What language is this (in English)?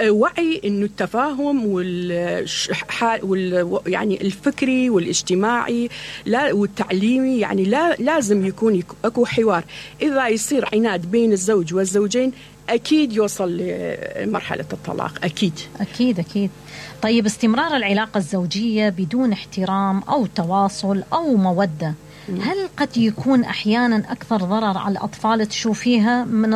Mesopotamian Arabic